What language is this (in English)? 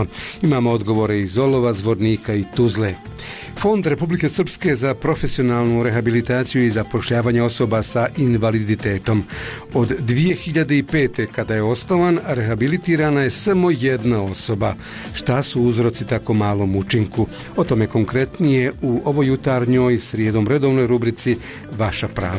Bosnian